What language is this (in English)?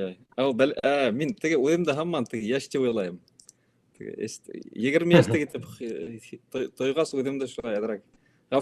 Bashkir